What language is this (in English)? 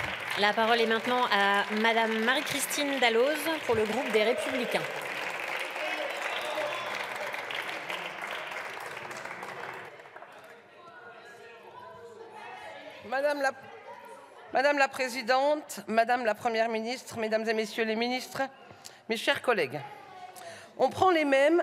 French